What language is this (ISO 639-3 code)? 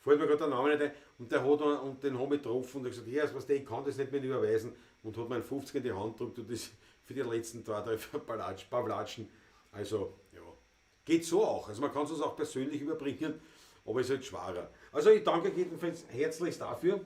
bar